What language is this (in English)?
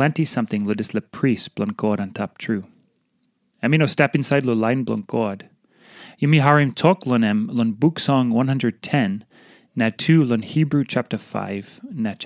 Tok Pisin